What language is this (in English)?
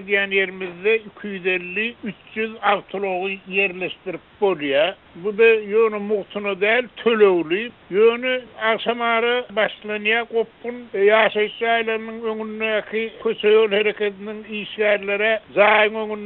Turkmen